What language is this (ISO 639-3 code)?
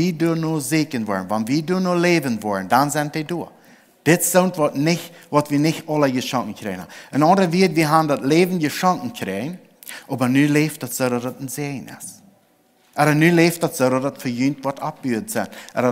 pdt